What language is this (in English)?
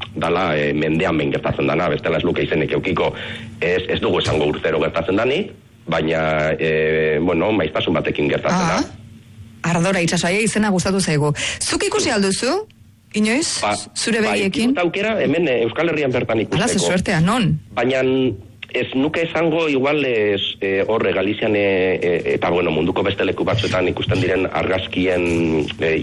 Basque